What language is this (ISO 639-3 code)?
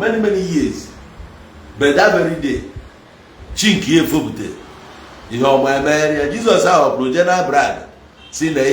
ibo